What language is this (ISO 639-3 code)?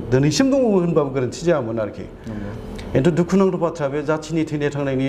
brx